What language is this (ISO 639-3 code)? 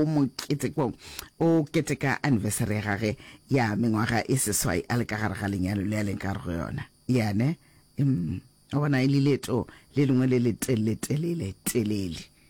nso